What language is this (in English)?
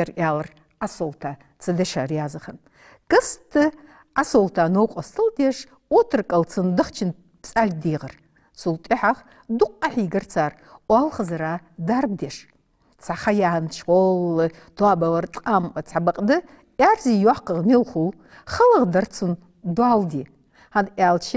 Ingush